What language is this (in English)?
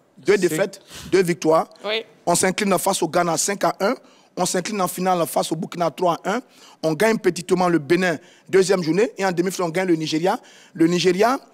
French